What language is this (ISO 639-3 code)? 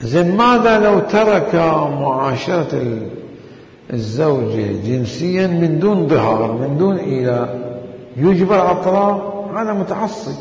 acm